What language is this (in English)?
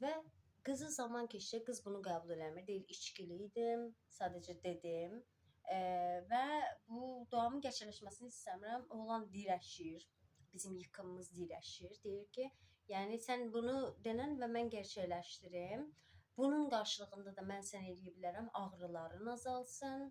Azerbaijani